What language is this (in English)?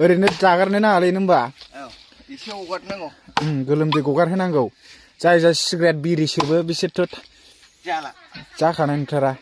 Bodo